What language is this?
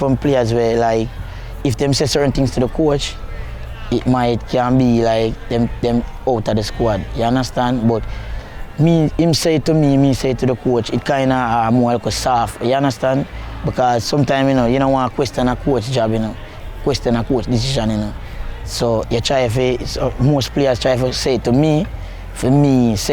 Jamaican Creole English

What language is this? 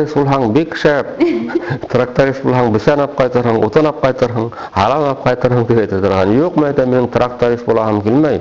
Bashkir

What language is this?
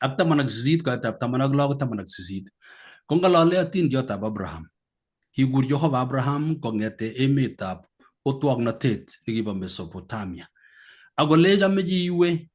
Kalenjin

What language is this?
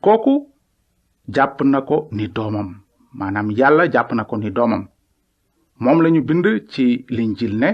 Wolof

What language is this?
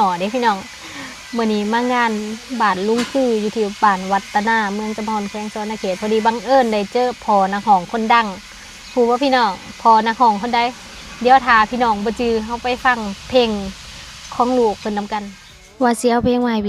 Lao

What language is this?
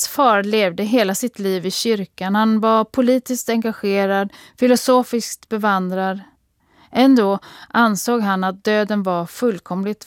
Swedish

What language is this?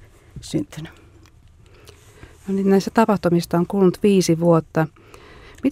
Finnish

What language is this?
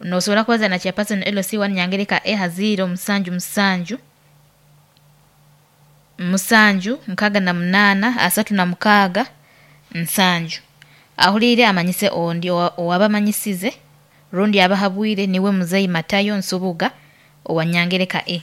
Nyoro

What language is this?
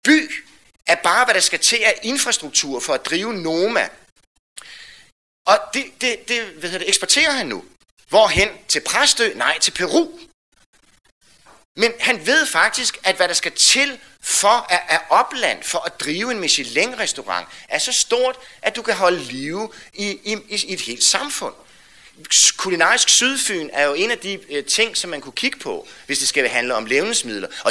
Danish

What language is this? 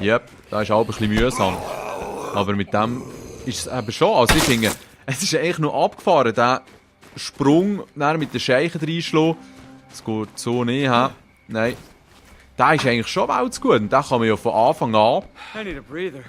Swiss German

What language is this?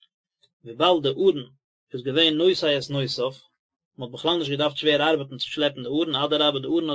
Yiddish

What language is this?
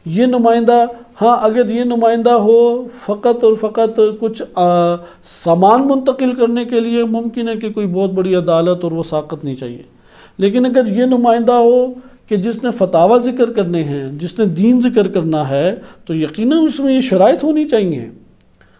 Urdu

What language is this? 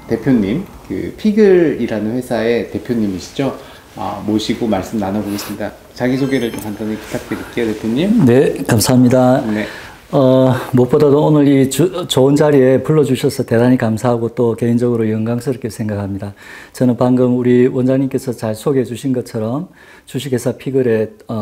Korean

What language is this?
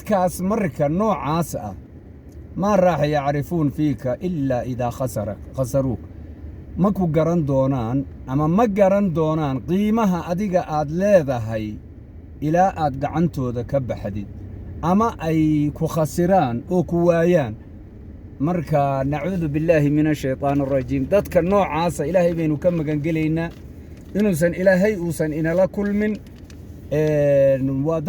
Somali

